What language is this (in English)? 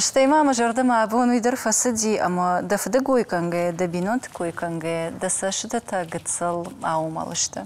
Ossetic